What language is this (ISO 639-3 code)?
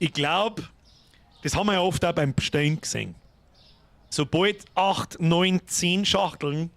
bar